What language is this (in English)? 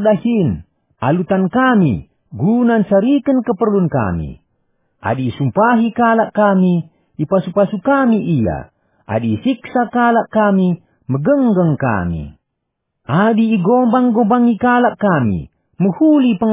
Batak Karo